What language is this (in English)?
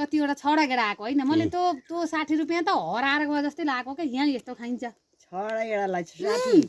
Nepali